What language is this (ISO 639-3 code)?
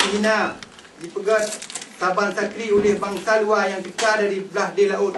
ace